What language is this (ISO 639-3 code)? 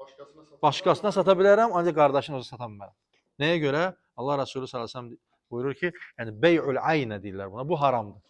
aze